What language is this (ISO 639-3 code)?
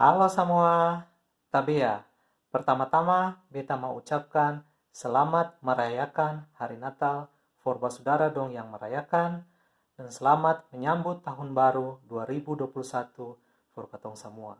abs